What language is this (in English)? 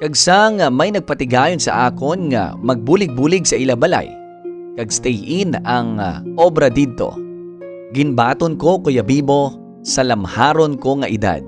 Hiligaynon